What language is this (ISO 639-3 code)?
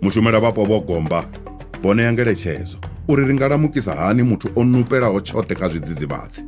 ven